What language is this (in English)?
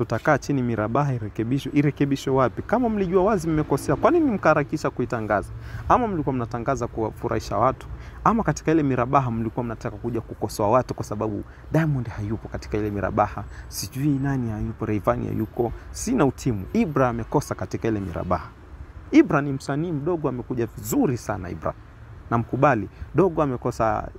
Swahili